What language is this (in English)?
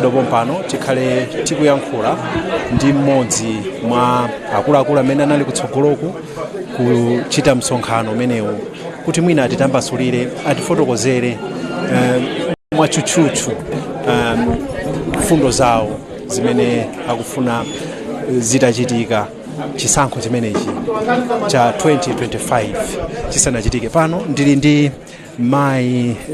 Nyanja